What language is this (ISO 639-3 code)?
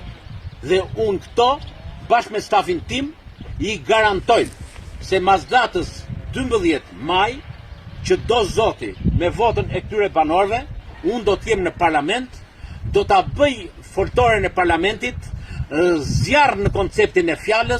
sqi